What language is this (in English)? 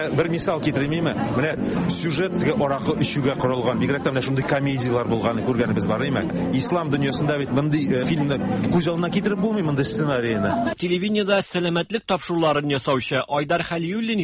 Tatar